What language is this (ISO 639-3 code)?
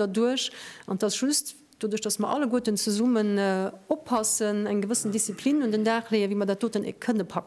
ltz